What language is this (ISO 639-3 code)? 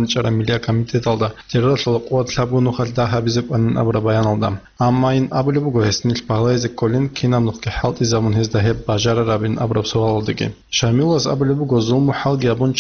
ava